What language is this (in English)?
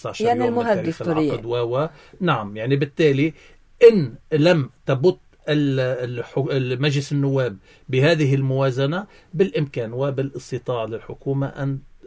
Arabic